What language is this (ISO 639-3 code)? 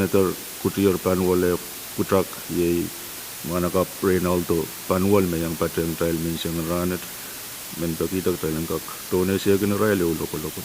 pon